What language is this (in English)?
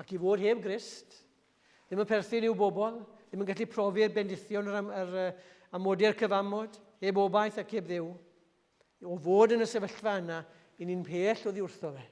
Welsh